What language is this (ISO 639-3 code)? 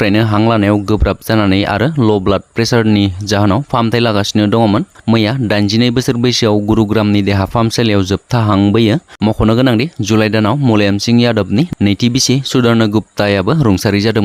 brx